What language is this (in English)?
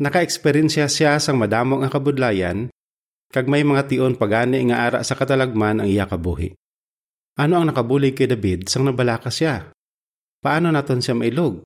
Hiligaynon